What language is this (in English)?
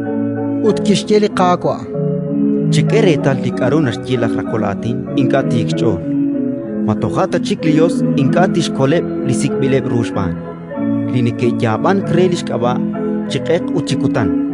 Kekchí